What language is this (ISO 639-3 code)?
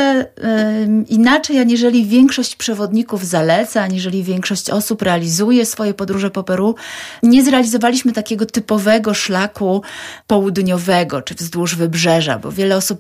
pol